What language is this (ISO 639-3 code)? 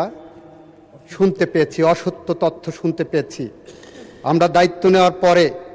ben